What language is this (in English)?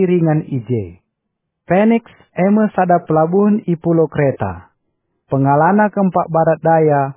Batak Karo